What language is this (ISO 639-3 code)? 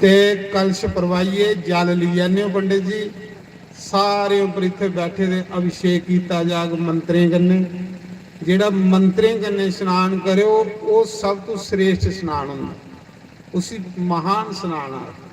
doi